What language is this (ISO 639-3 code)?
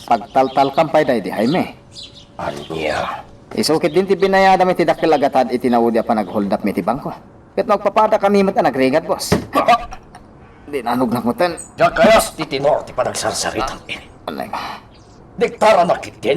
ilo